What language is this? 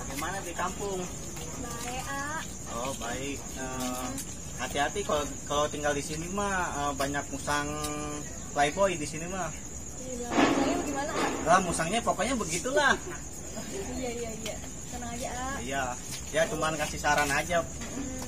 Betawi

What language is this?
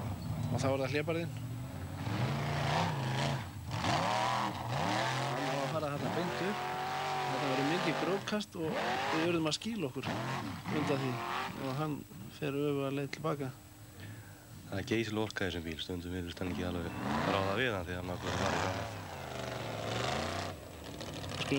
Icelandic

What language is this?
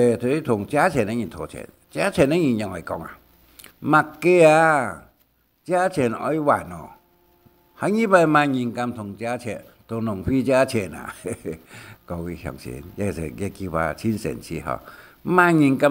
Hakka Chinese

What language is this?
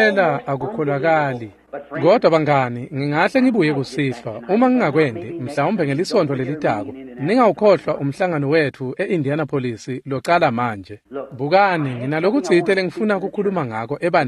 Swati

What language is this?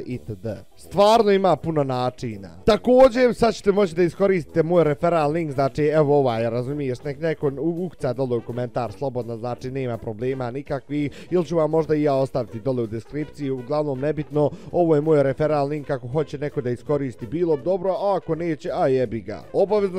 Bosnian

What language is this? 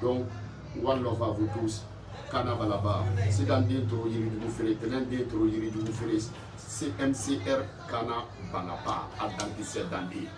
Bambara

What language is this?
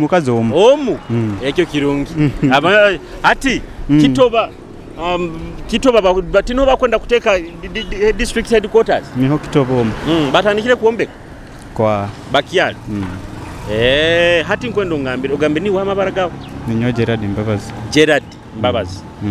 Nyoro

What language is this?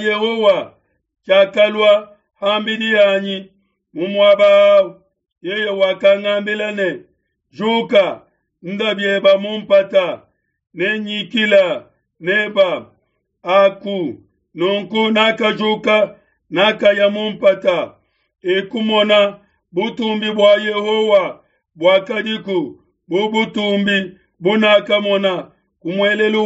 Luba-Lulua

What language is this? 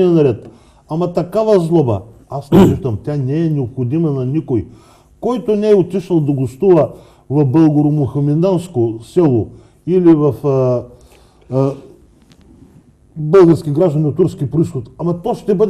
Bulgarian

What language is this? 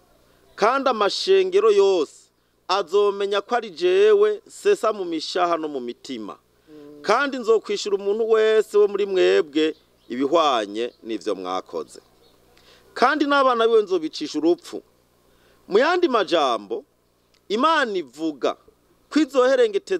Rundi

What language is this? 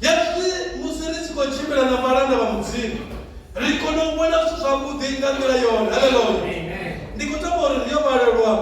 Venda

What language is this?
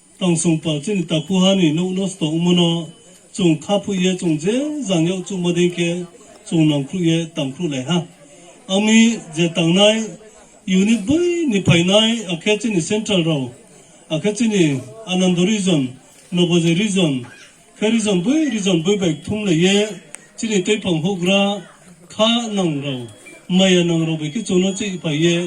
Riang (India)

